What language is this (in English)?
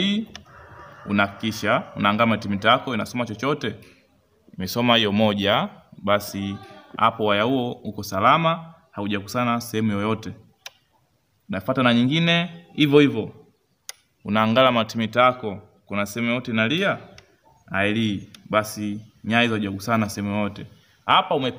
Swahili